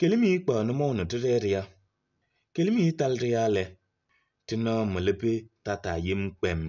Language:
Kabiyè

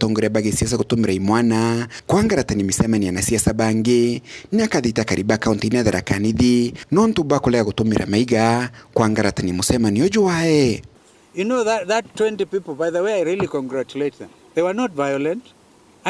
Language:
Meru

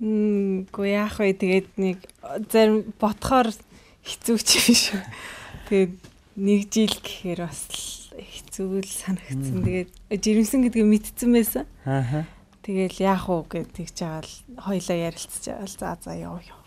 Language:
Mongolian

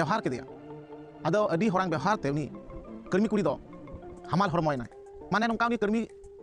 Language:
Santali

